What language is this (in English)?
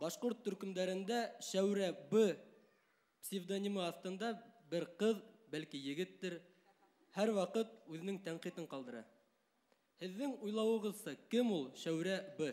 Bashkir